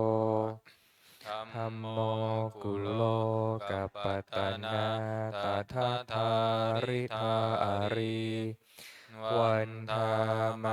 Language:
Pali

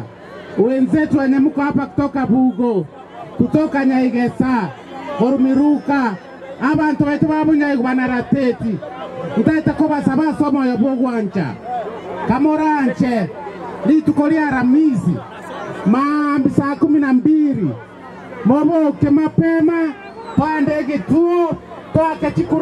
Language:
Gusii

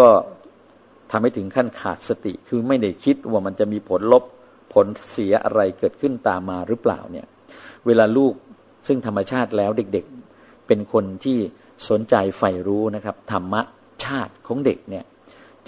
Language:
Thai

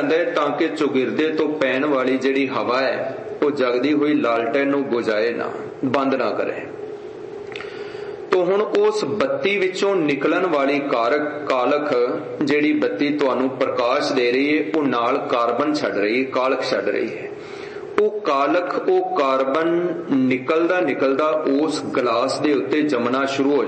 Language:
Punjabi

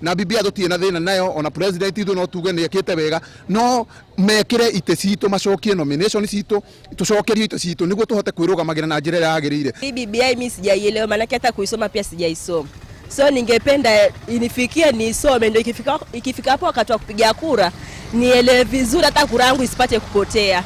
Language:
Kikuyu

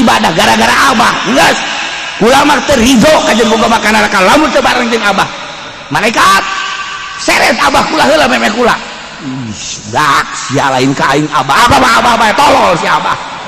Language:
Sundanese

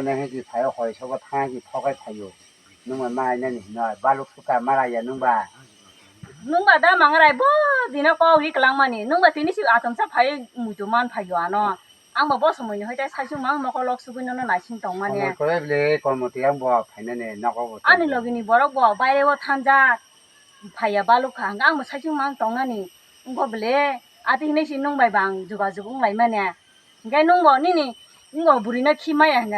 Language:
Kok Borok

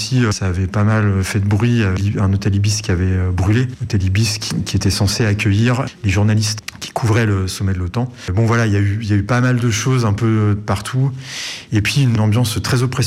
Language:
French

